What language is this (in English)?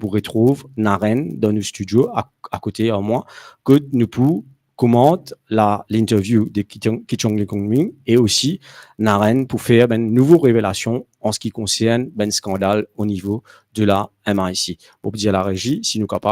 Morisyen